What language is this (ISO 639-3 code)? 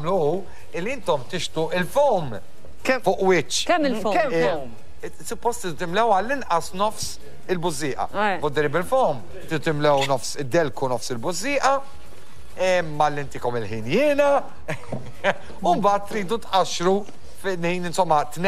mlt